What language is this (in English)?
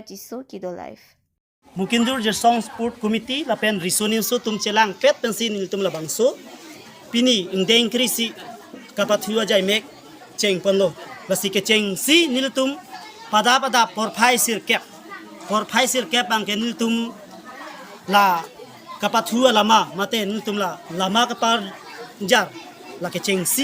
Karbi